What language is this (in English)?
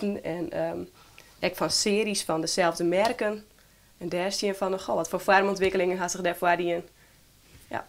Western Frisian